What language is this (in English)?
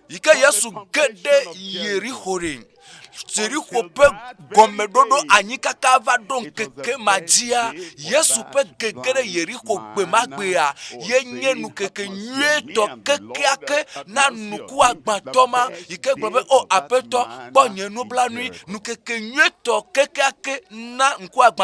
Ewe